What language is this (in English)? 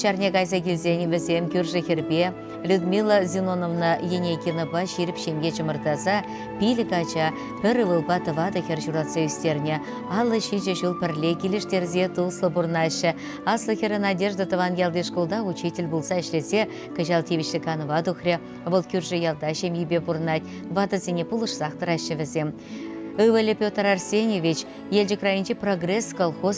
Chuvash